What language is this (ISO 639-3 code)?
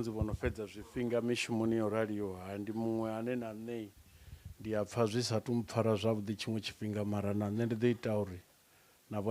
ven